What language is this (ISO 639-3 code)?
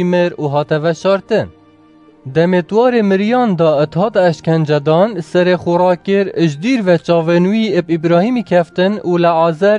kur